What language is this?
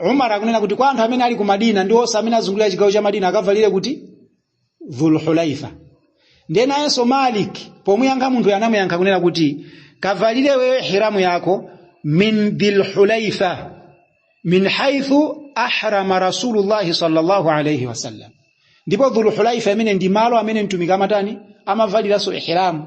Nyanja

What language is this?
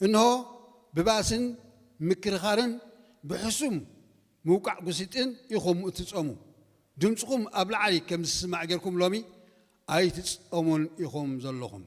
Tigrinya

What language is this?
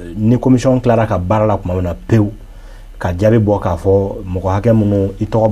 Bambara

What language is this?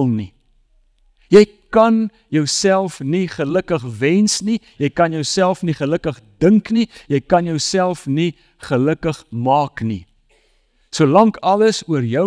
Afrikaans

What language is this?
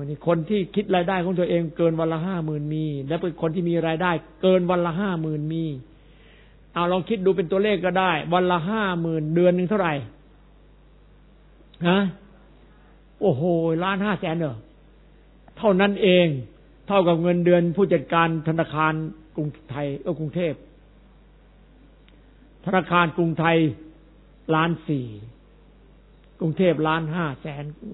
Thai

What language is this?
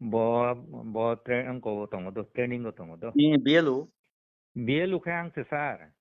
Kok Borok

